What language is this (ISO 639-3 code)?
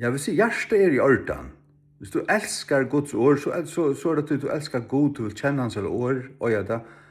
fao